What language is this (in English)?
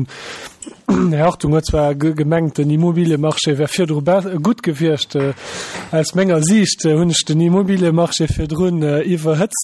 Luxembourgish